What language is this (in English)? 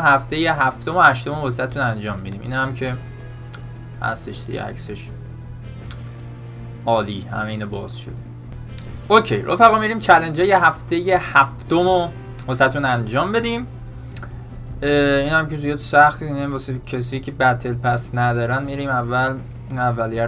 Persian